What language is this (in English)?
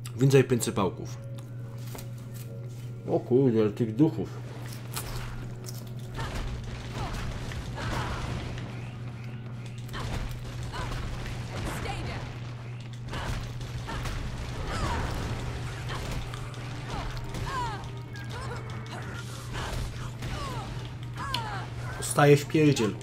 Polish